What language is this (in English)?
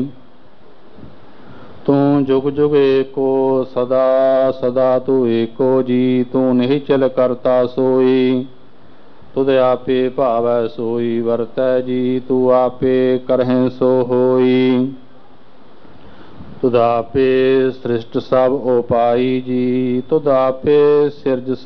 Punjabi